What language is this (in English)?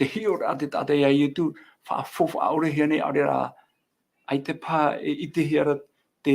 Tahitian